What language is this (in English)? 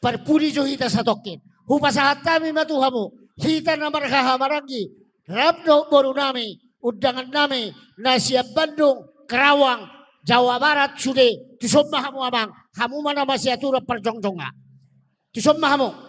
Batak Toba